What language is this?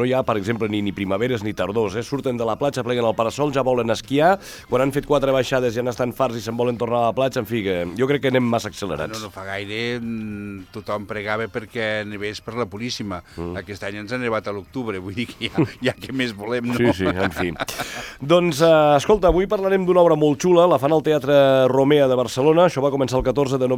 Catalan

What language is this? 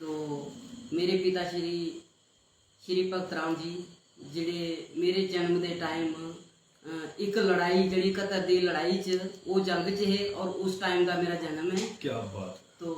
Dogri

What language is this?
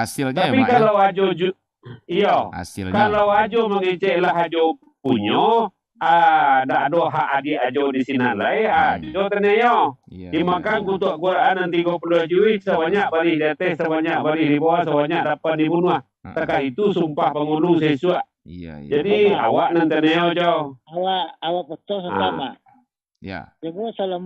Minangkabau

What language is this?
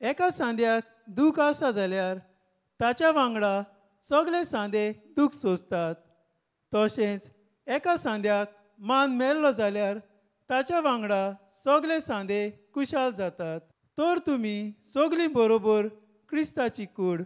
Konkani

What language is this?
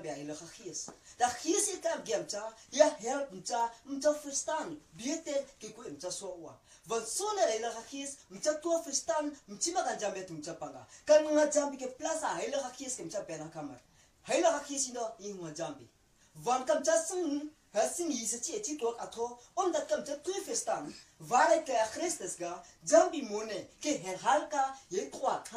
Afrikaans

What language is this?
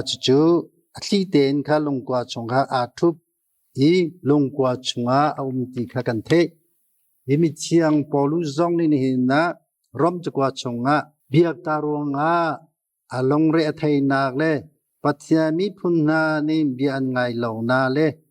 Hakha Chin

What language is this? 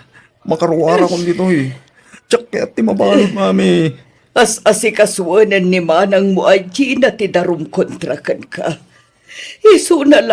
Iloko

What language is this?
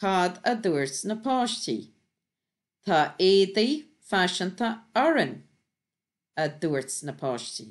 Irish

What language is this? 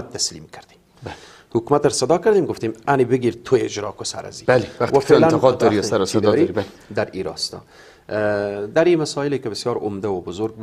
Persian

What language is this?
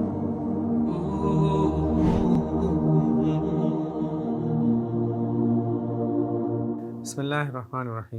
Divehi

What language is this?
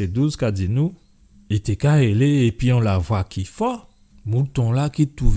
Guadeloupean Creole French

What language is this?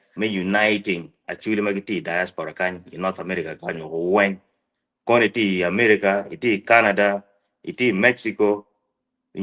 Acoli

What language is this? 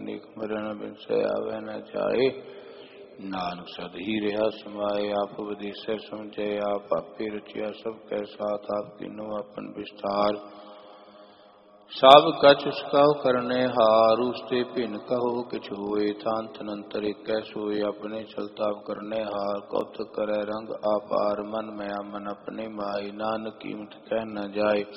Punjabi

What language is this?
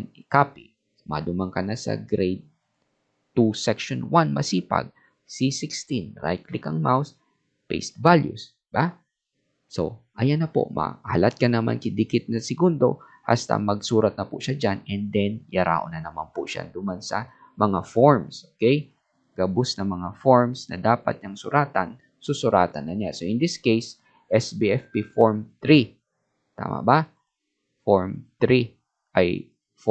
Bikol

